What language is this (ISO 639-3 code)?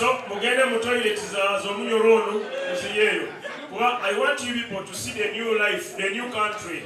nyn